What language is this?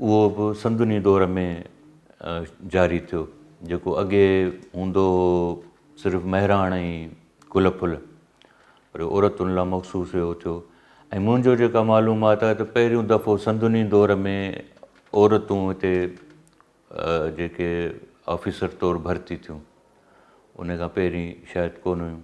Sindhi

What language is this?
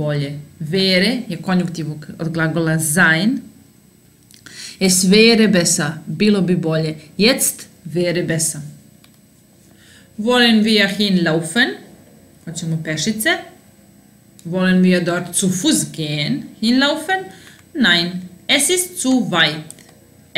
Serbian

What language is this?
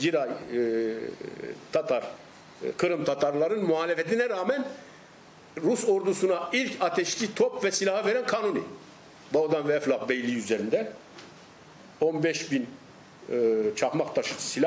Turkish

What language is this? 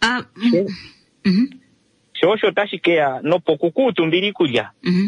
Kuanyama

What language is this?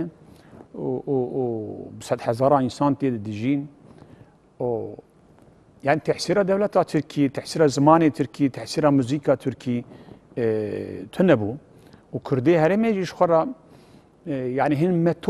Kurdish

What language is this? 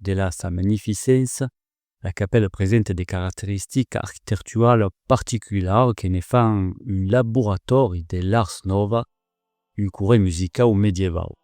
Occitan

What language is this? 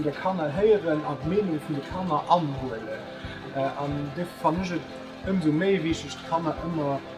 Luxembourgish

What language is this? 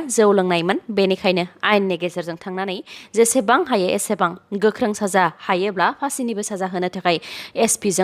Bodo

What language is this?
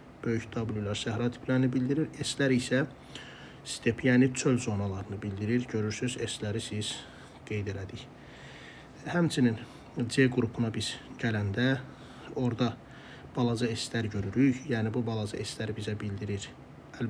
Azerbaijani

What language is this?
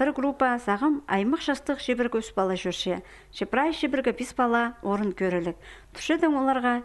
Khakas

